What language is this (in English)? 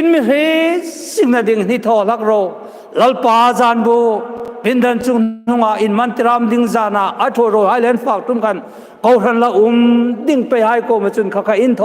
Hmar